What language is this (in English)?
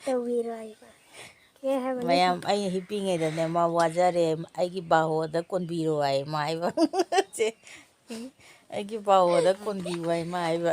Manipuri